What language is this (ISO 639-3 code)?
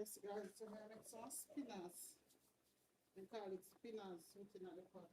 jam